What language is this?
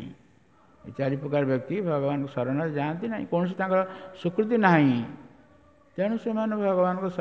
Odia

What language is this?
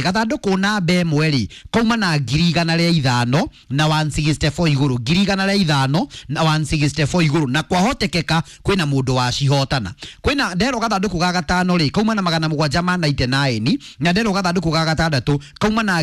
Kikuyu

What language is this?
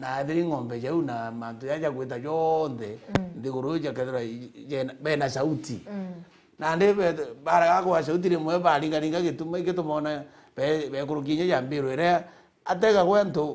Meru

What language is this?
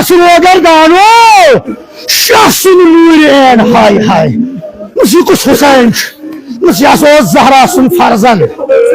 Kashmiri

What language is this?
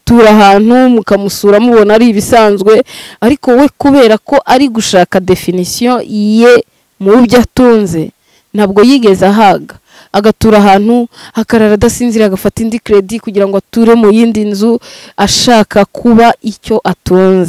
Kinyarwanda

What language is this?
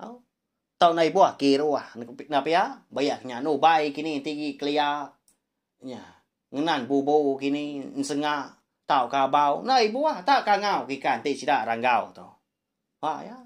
Iban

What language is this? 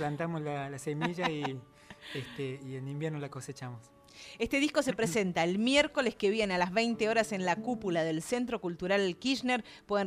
Spanish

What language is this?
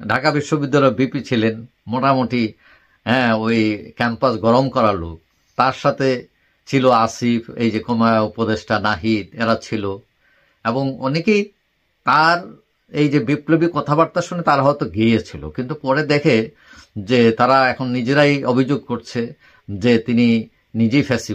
Bangla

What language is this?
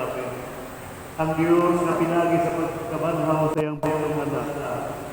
Cebuano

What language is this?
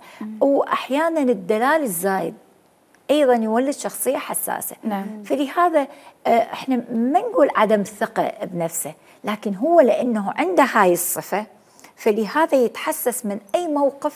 Mesopotamian Arabic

